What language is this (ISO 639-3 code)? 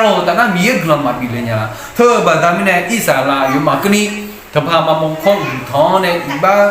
ahk